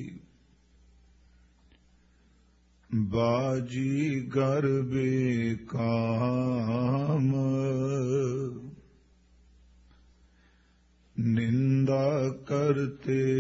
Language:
Punjabi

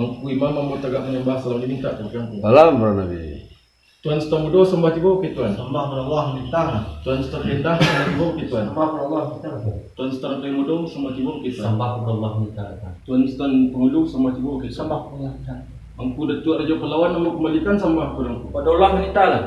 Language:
Minangkabau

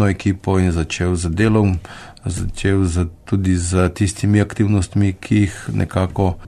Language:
Slovenian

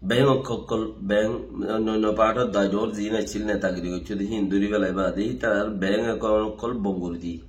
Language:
Rohingya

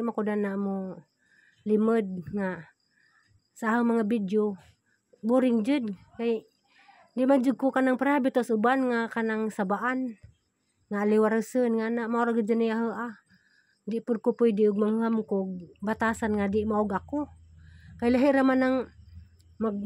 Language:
Cebuano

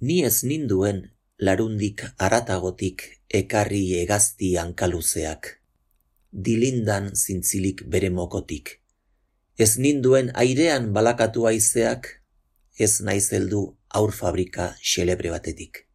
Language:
Basque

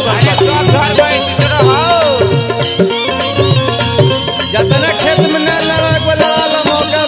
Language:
Bhojpuri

